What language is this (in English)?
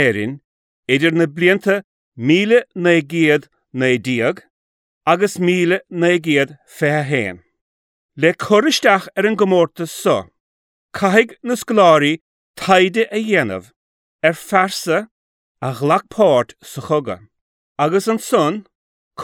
Irish